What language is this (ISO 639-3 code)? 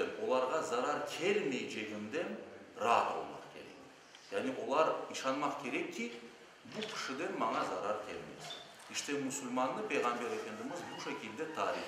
crh